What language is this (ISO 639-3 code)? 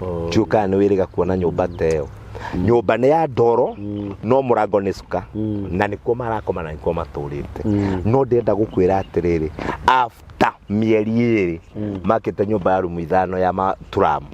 kik